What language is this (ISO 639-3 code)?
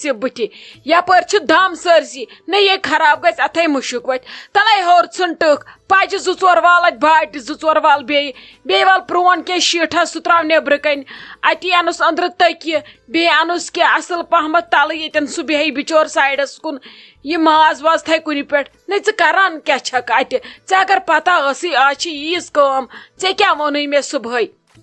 kas